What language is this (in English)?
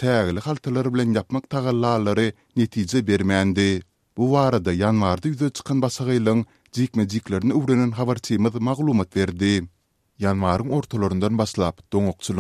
Turkmen